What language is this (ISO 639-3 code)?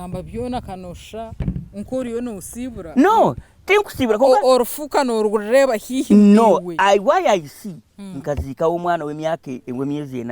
nyn